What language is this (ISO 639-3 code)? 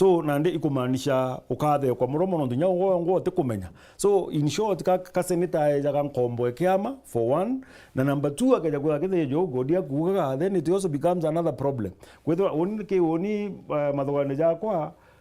mer